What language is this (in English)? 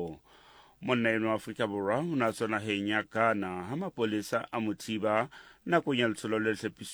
Southern Sotho